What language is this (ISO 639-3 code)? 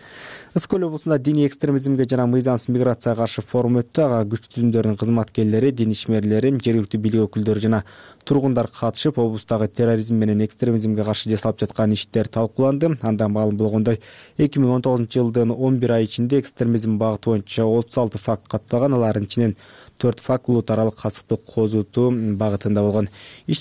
kir